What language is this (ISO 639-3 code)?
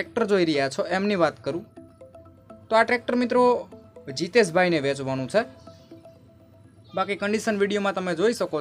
guj